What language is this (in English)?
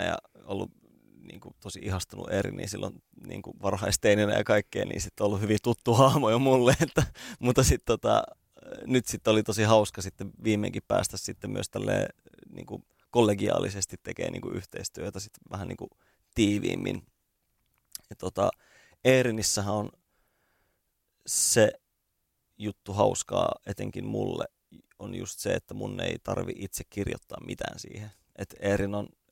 Finnish